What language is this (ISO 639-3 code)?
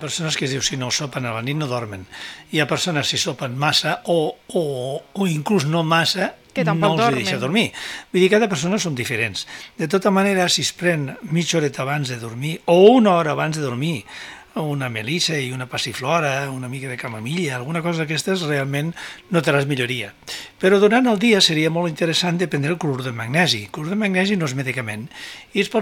cat